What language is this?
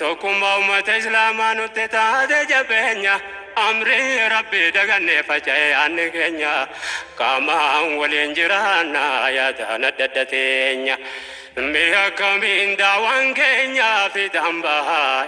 Oromo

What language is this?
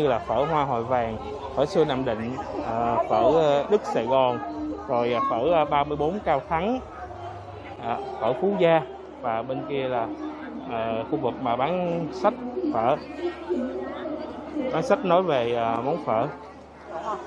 Vietnamese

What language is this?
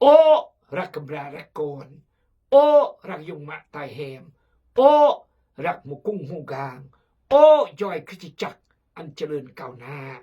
Khmu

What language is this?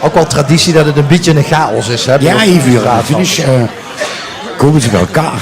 Limburgish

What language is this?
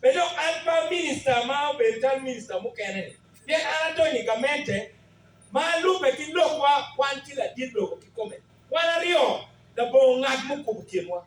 Acoli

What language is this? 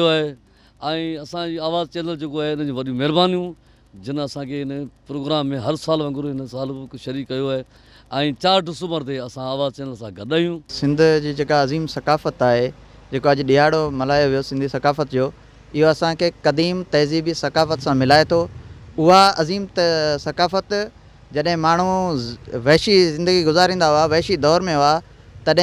Sindhi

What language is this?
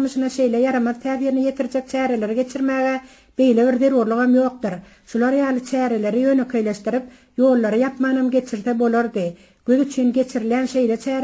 Turkmen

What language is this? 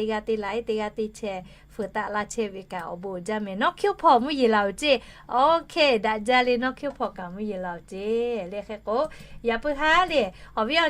Lahu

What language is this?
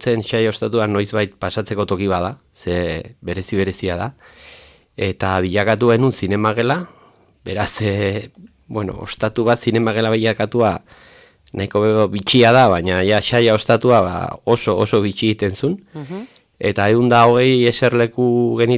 Basque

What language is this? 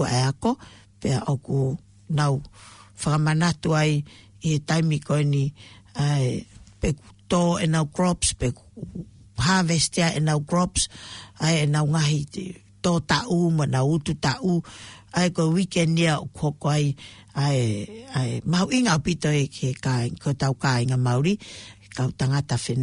Tongan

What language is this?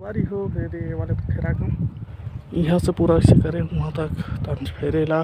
Chhattisgarhi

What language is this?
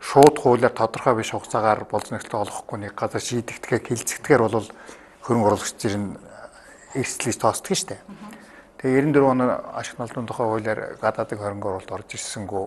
Mongolian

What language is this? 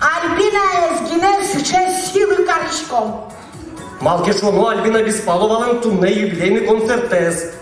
Udmurt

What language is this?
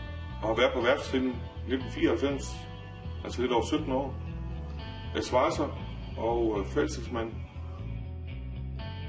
Danish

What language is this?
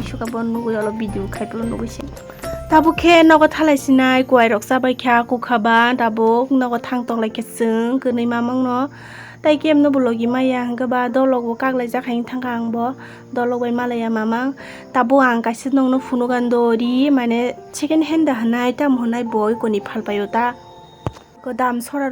Kok Borok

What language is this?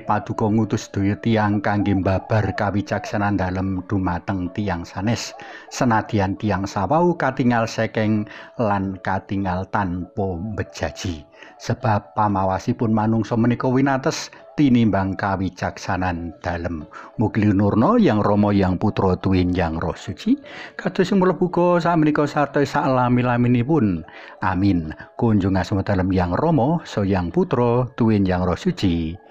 Javanese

